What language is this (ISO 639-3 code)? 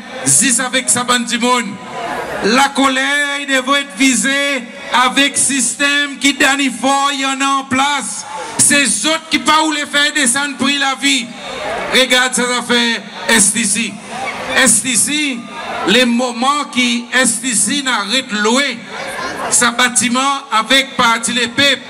crs